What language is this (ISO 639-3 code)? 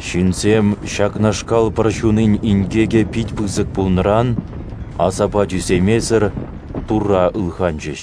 chv